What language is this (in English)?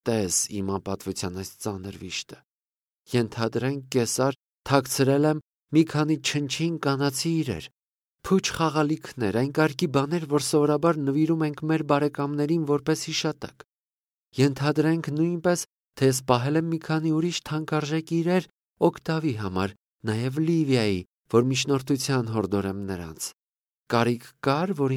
Armenian